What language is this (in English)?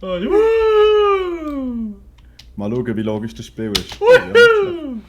Swiss German